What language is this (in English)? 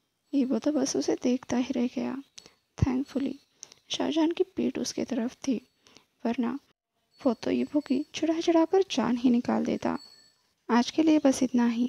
Hindi